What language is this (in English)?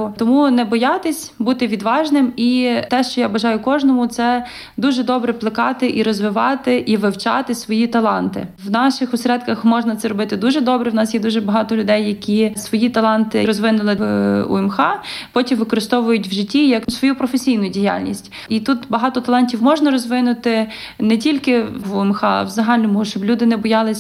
Ukrainian